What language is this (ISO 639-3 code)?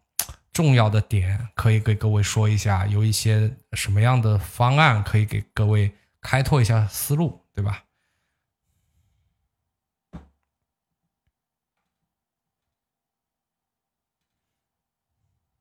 zho